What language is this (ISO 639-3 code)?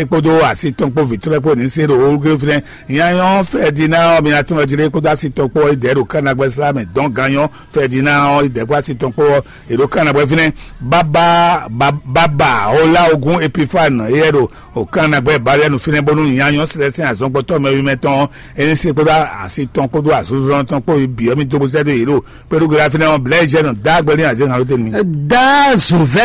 fon